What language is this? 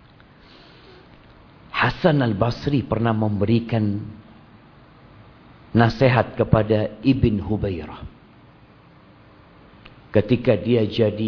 Indonesian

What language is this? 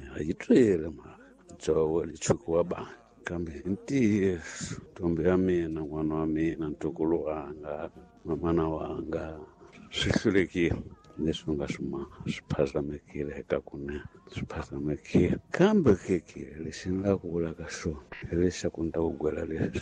Tsonga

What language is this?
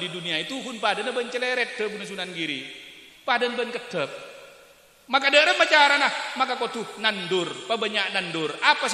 Madurese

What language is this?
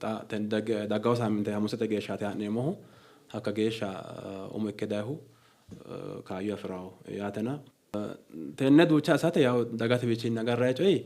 Sidamo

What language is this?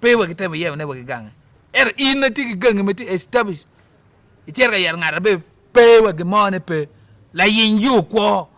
Acoli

